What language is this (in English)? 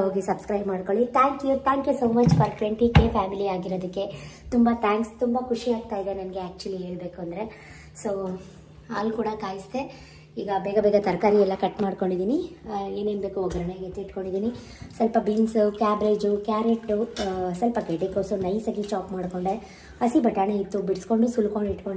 Kannada